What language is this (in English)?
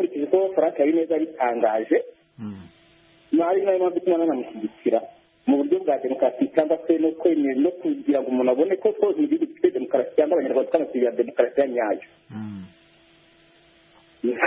Kinyarwanda